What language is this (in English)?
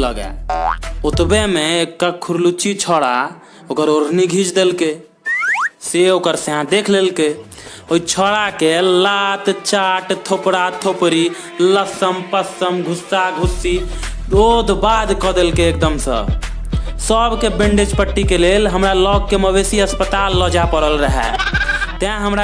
Maithili